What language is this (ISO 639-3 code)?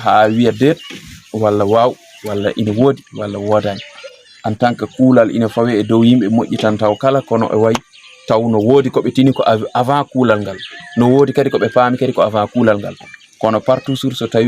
ful